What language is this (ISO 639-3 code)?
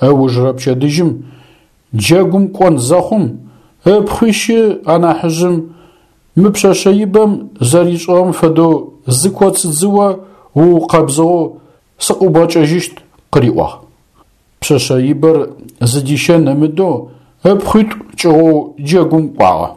ady